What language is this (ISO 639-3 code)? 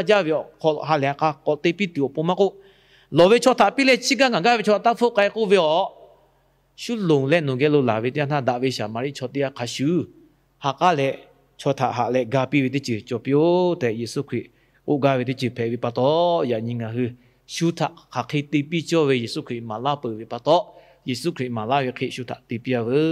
lhu